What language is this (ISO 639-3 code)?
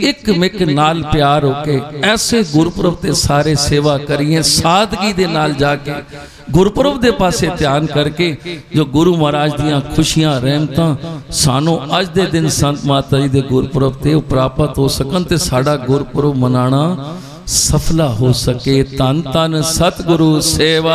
pan